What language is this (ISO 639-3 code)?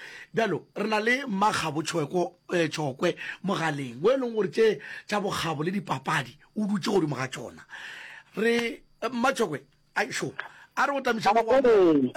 nso